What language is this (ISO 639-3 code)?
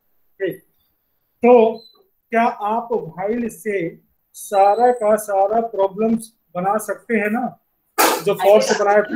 hin